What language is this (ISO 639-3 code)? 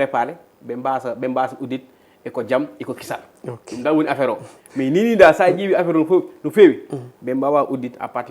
ful